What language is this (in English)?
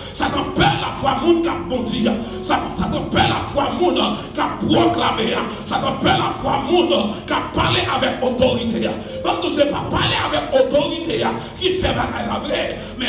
Haitian Creole